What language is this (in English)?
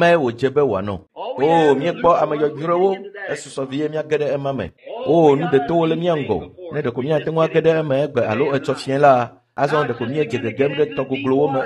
Ewe